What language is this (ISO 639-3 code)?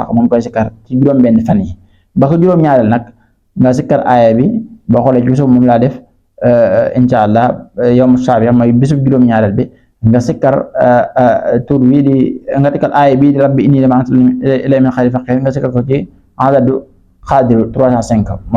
wol